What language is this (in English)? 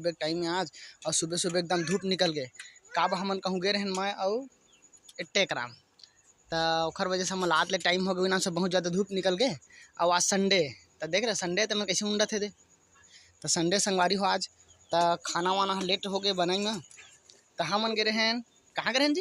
Chhattisgarhi